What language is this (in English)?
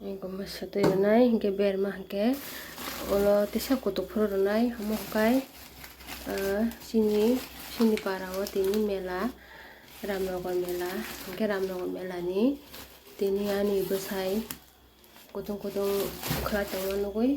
Kok Borok